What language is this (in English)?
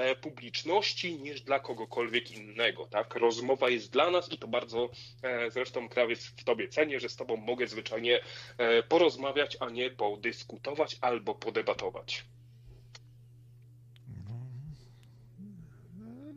Polish